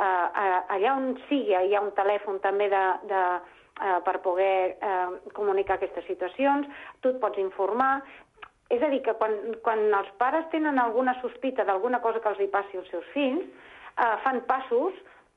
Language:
Catalan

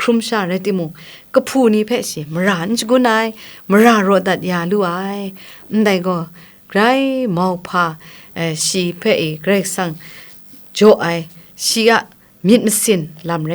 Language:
Kachin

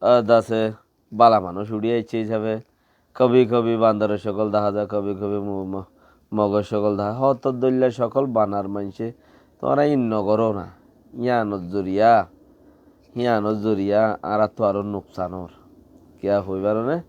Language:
Rohingya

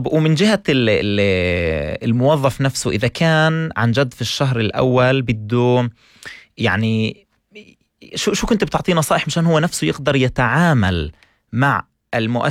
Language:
North Levantine Arabic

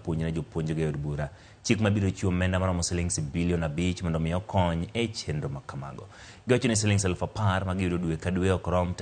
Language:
Luo (Kenya and Tanzania)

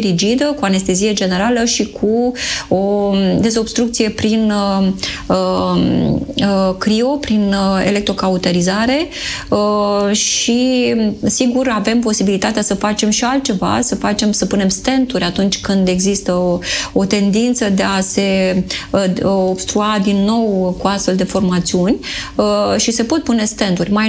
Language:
Romanian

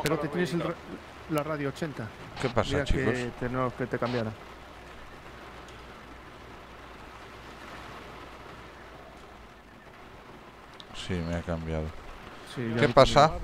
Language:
Spanish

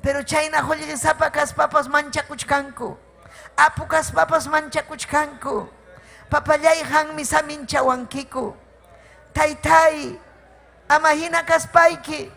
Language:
Ayacucho Quechua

